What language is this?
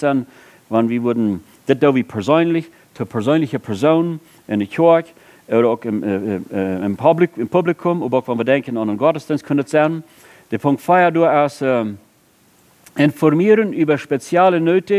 Plautdietsch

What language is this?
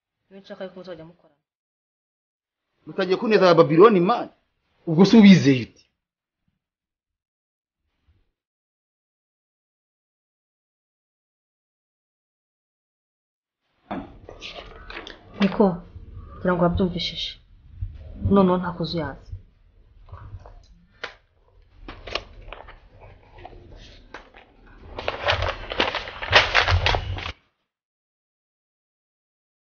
Kinyarwanda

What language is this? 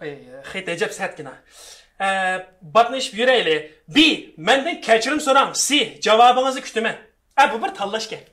Uyghur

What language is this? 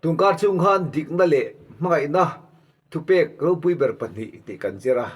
Mizo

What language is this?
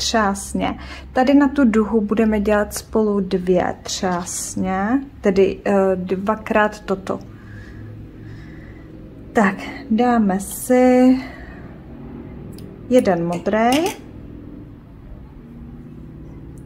Czech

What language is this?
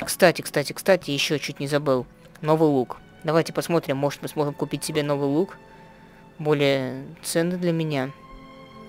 Russian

